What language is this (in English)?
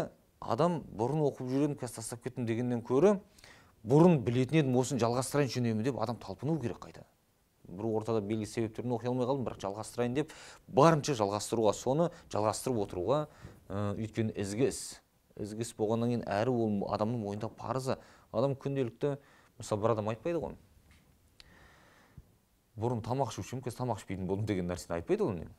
Kazakh